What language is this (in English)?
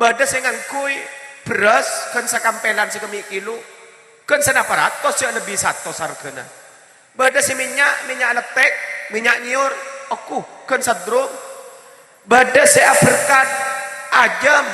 Madurese